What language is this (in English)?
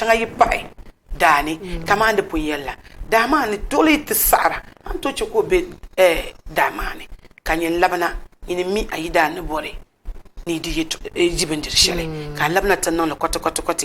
Dagbani